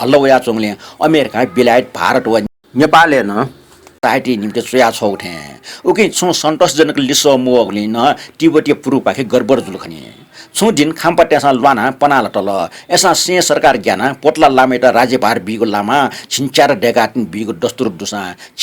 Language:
Newari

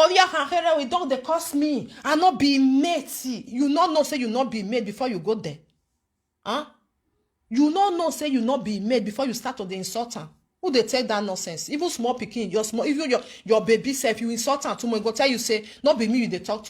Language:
Nigerian Pidgin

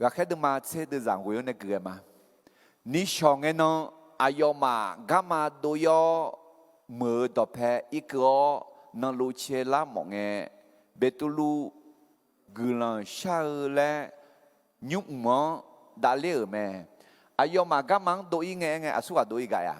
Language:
Akha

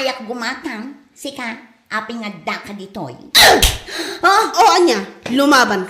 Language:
Iloko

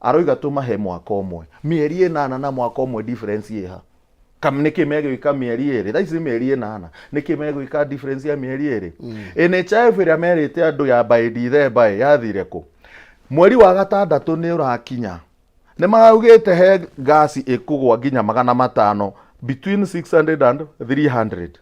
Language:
Kikuyu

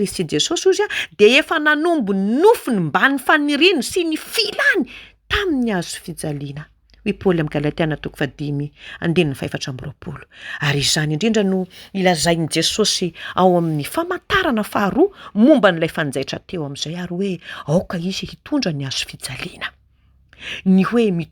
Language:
Malagasy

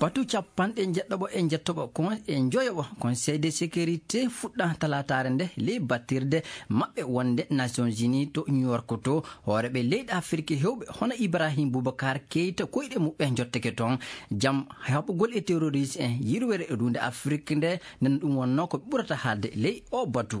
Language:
Fula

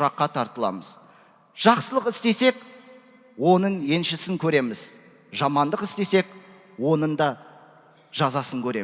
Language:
Kazakh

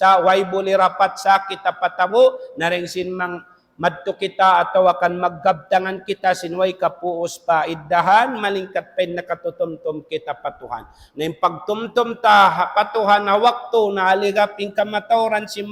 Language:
Tausug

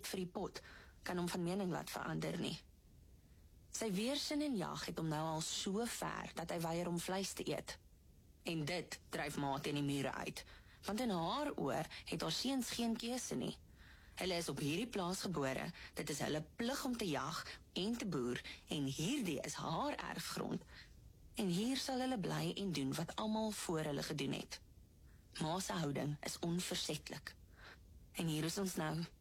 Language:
Afrikaans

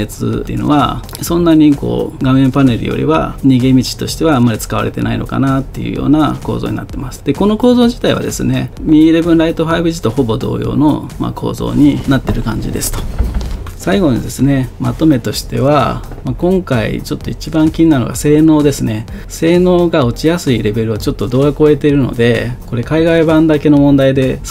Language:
Japanese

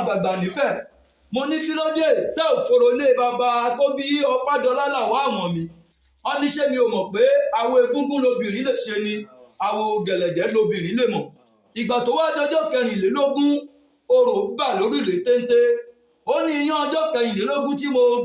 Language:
Yoruba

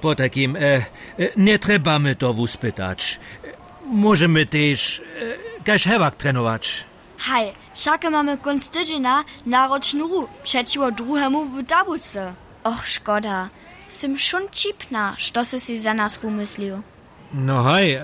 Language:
Upper Sorbian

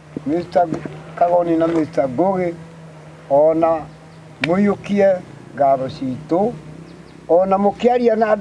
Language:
Kikuyu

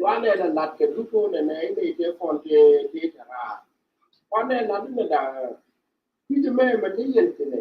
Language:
Nuer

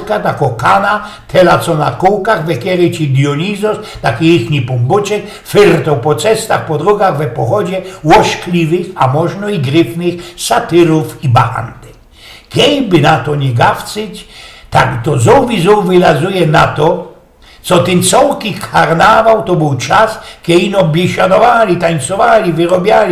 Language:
Silesian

